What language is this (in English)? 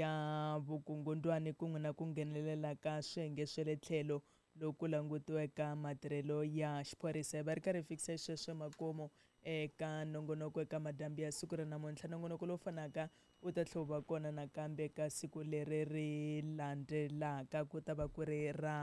Tsonga